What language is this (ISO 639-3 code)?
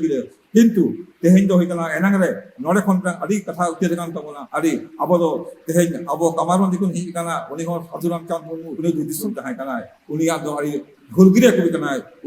sat